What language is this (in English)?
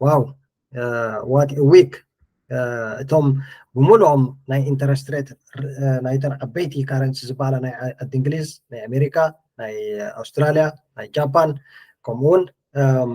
Tigrinya